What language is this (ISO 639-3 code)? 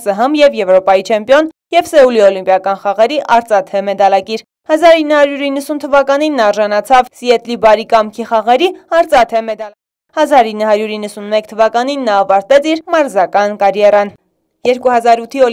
hye